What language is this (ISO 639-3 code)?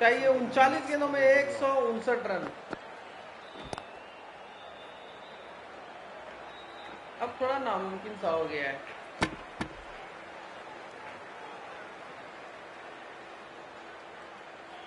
hin